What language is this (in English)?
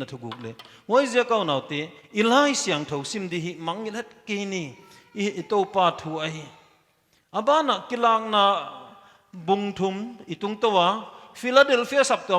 Paite Chin